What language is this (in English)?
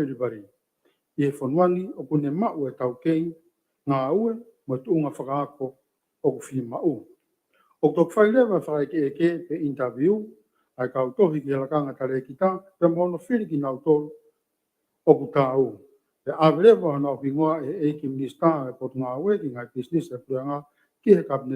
Tongan